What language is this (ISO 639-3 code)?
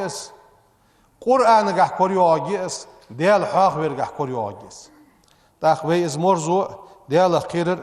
inh